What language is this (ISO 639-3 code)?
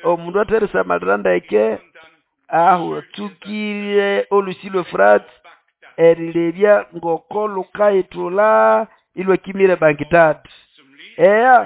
nnb